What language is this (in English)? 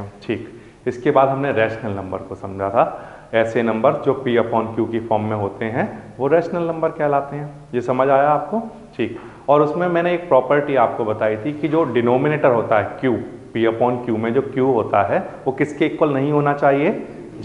Hindi